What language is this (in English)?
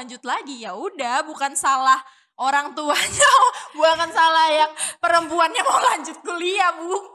Indonesian